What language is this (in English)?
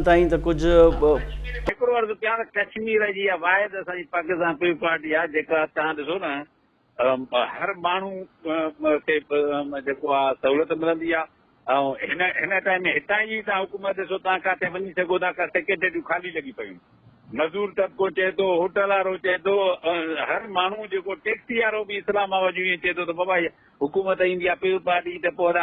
Sindhi